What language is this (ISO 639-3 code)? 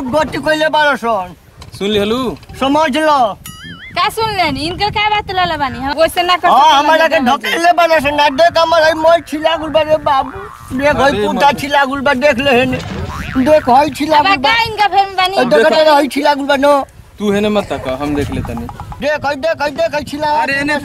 bho